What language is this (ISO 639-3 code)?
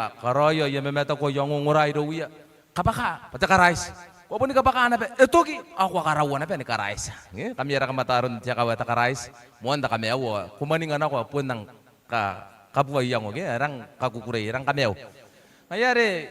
gil